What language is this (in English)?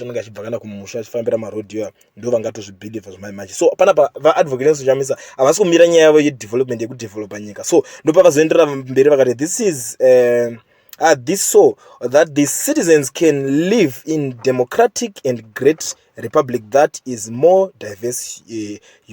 Shona